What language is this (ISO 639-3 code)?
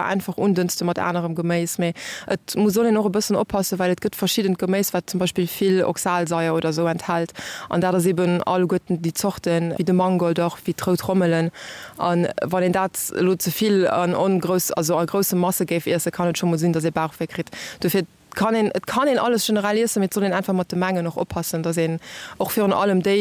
ltz